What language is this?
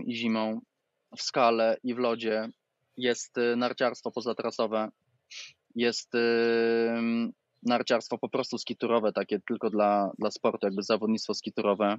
Polish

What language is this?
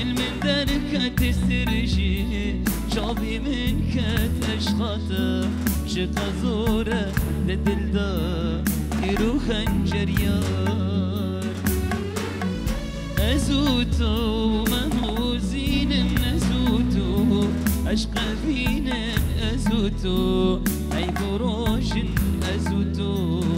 Kurdish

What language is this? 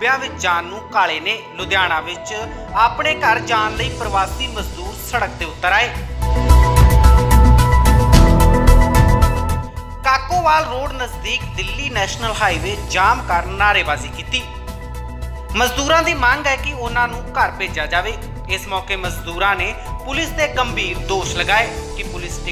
Punjabi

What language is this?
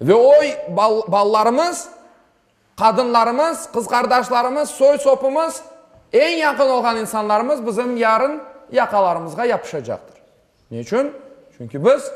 Crimean Tatar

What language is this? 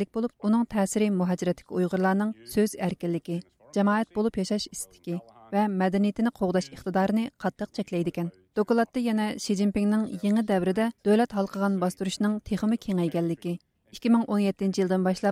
Uyghur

